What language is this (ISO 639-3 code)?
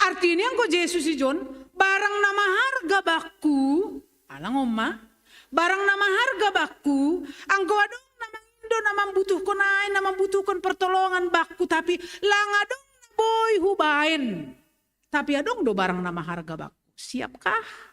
bts